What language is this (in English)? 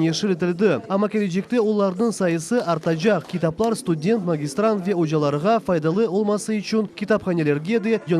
Crimean Tatar